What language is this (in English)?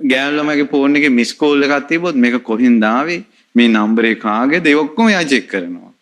Sinhala